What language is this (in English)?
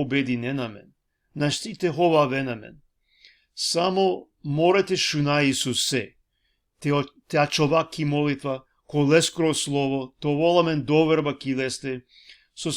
Balkan Romani